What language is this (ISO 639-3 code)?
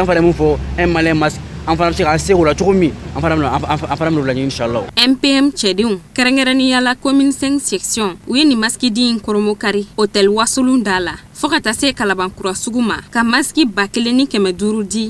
bam